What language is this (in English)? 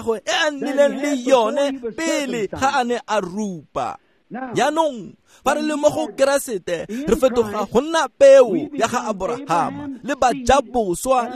Tswana